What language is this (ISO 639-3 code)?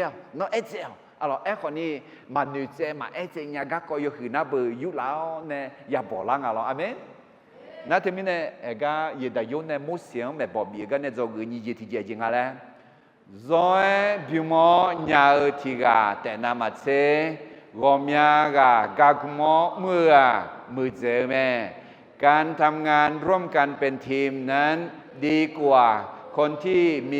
ahk